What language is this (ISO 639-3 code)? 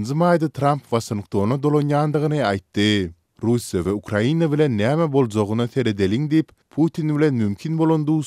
tuk